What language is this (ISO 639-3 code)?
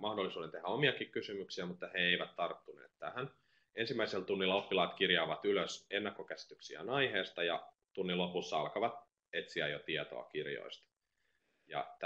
fin